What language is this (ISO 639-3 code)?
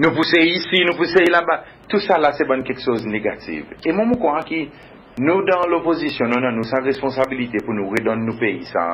crs